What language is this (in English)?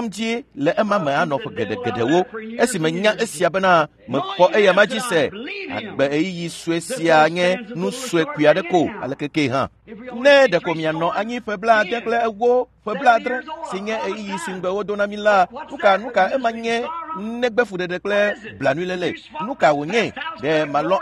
Ewe